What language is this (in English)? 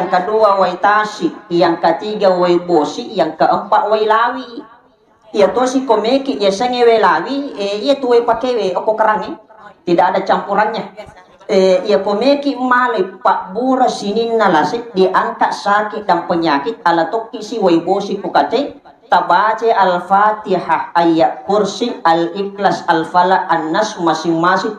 Buginese